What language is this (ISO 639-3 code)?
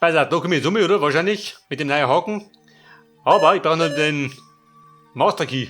bar